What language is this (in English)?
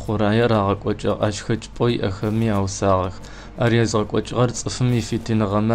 Adyghe